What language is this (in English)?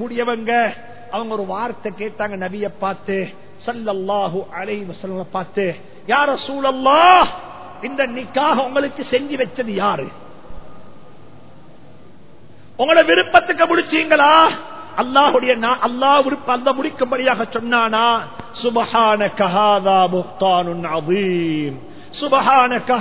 Tamil